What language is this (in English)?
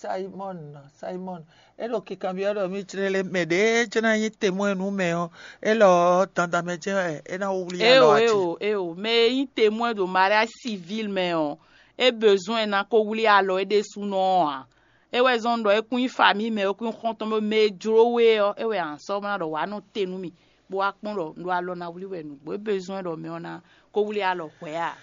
Fon